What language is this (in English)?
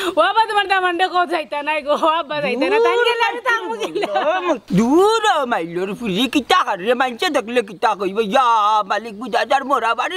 Sylheti